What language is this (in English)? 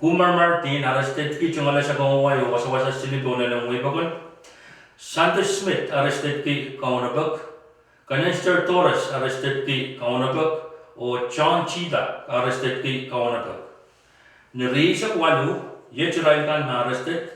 Pohnpeian